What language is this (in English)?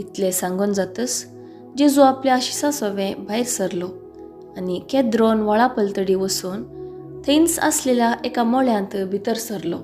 Konkani